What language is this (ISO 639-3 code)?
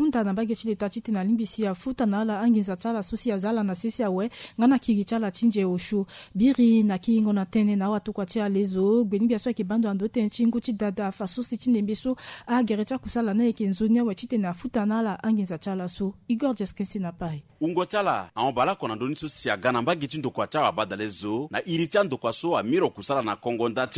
sag